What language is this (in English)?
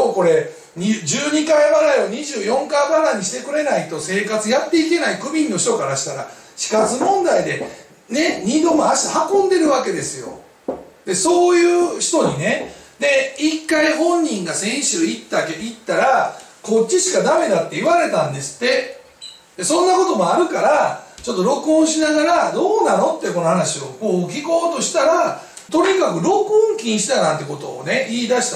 Japanese